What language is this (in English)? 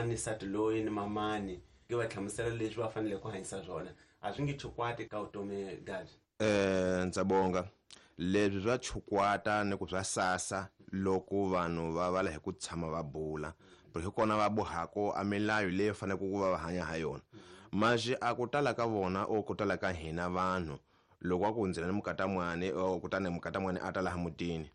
Tsonga